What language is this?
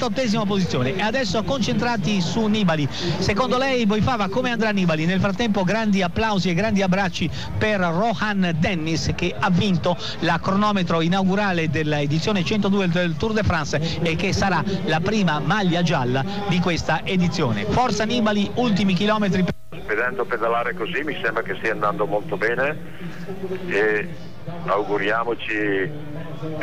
Italian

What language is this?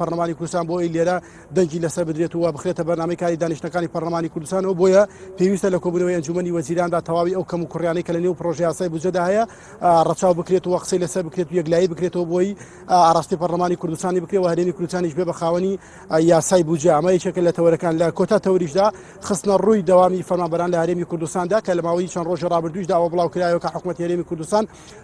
Central Kurdish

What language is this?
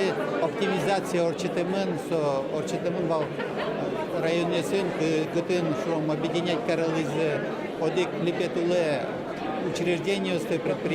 Udmurt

